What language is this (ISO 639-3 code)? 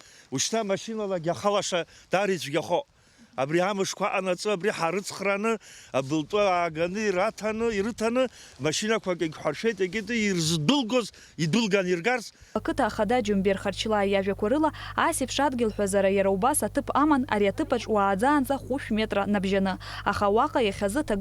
abk